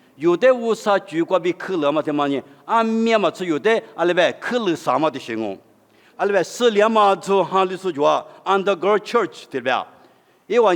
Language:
Lisu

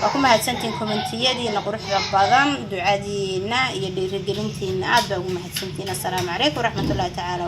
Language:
Somali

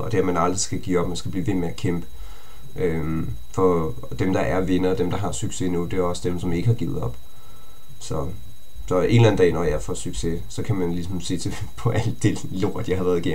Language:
Danish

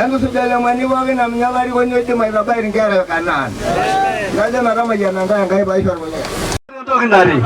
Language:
Masai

